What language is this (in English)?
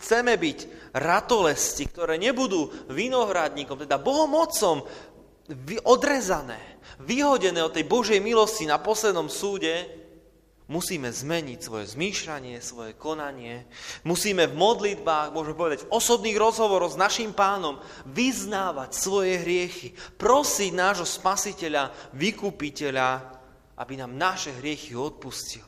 Slovak